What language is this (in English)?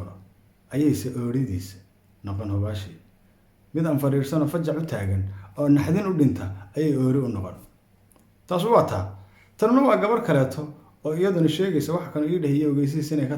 Somali